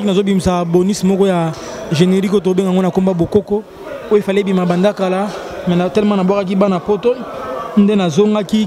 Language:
Lingala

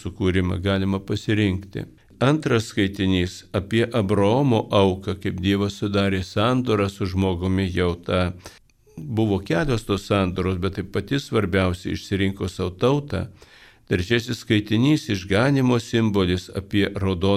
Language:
Lithuanian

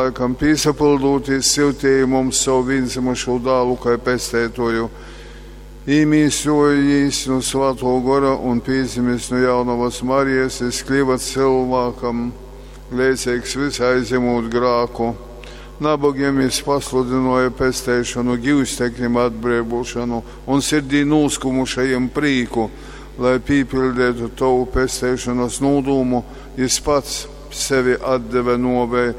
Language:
Latgalian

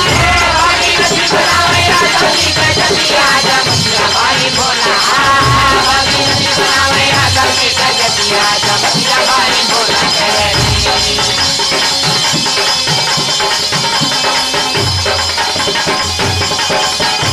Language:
Bhojpuri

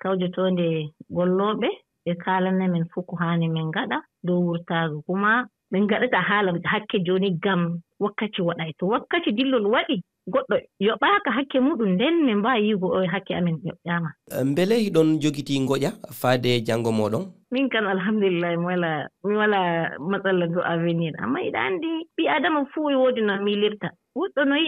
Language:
Fula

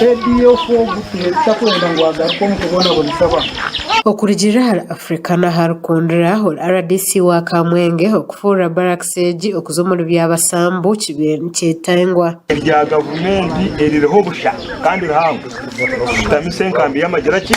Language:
Nyankole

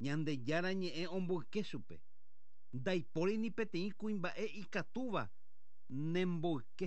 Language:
Guarani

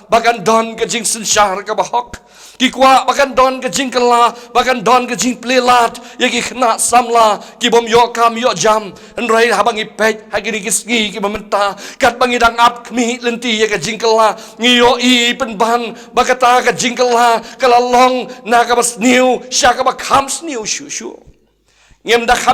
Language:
Khasi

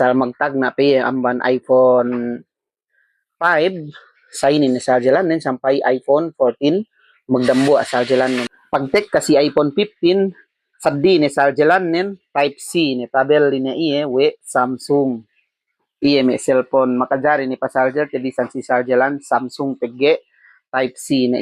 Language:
Yakan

